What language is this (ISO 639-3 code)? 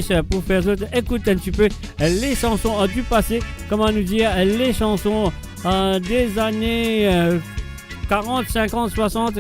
mfe